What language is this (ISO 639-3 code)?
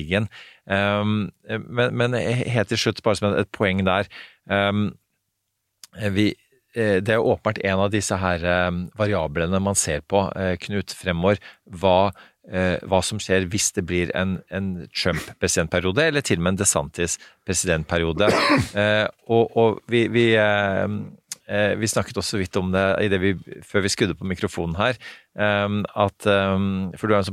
nor